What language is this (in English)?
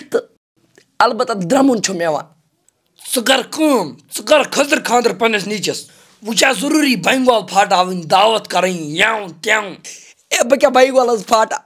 Kashmiri